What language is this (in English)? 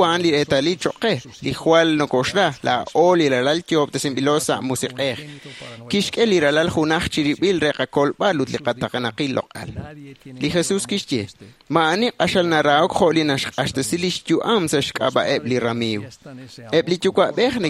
Kekchí